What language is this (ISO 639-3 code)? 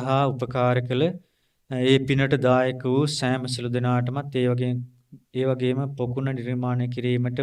sin